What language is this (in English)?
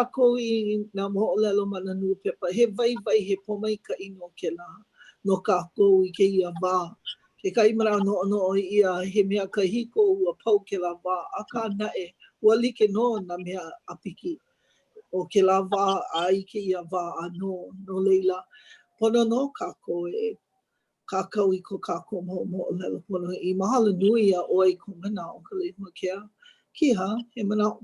Hawaiian